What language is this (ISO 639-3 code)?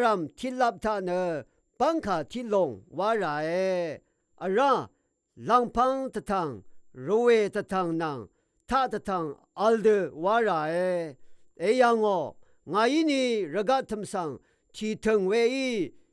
raw